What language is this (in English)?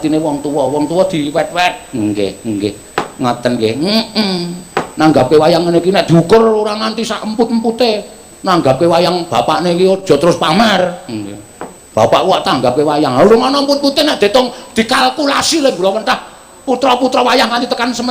Javanese